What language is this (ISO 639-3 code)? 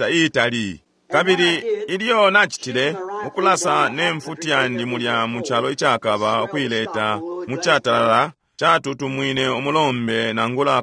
bem